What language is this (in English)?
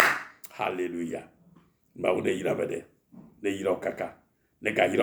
Ewe